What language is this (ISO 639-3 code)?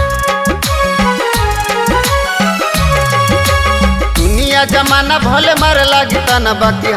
bho